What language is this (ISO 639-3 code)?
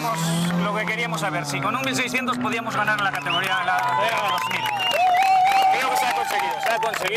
spa